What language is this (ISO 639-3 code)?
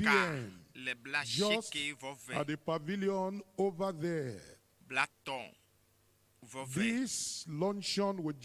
ewe